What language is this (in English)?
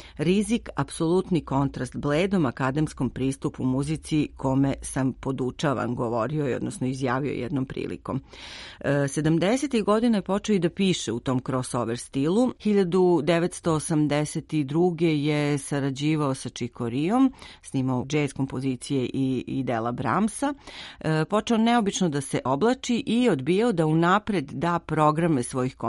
Serbian